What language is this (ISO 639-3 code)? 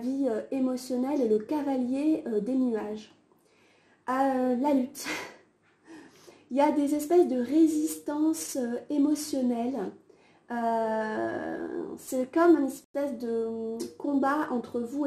fra